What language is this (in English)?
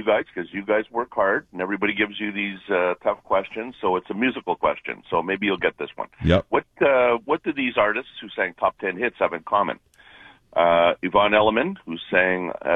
English